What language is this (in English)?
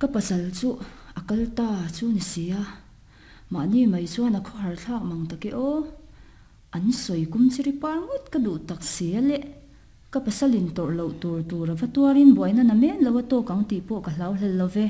Mizo